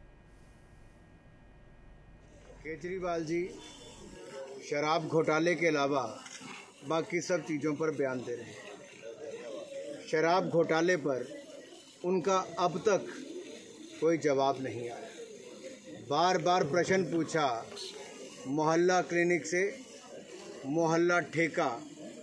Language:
Hindi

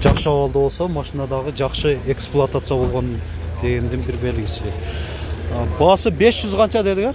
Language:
Kyrgyz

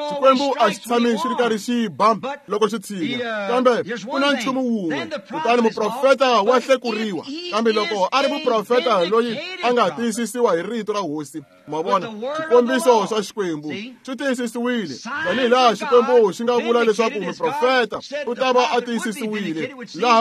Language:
Tsonga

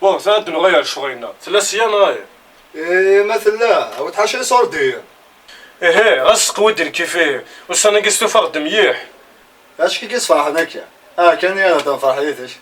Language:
Kabyle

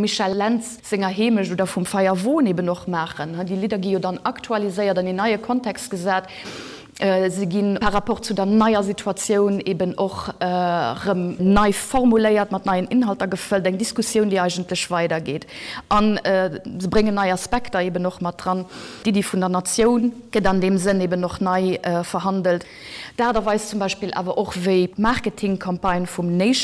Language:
Luxembourgish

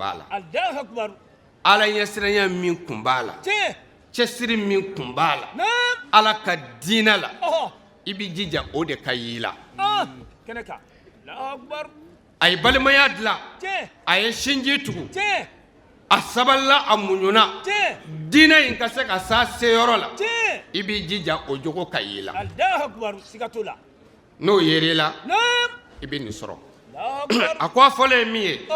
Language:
Bambara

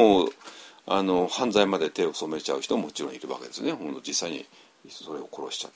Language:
Japanese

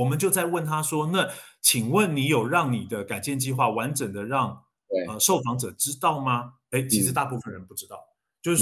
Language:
Chinese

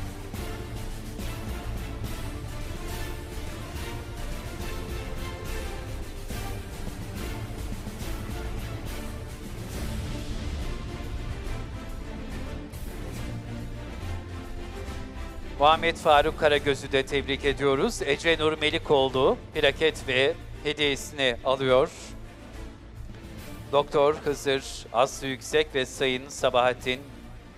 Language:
Turkish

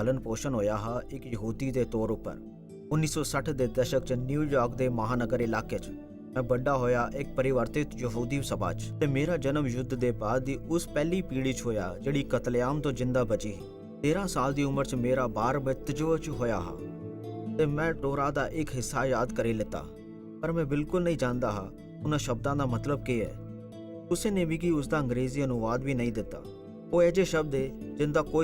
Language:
Dogri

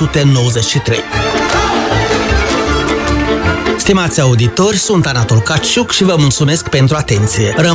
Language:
Romanian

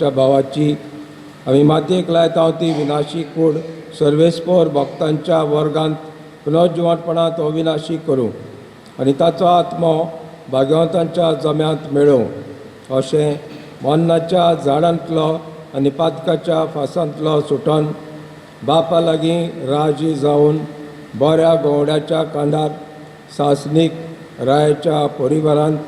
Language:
Konkani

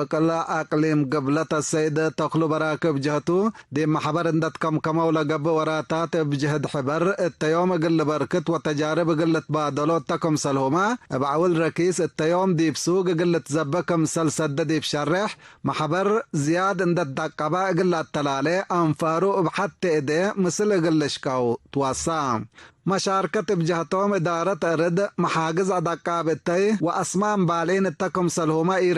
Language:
Tigre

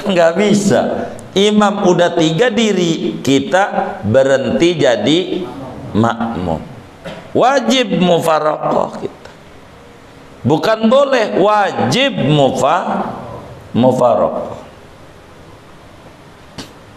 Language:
Indonesian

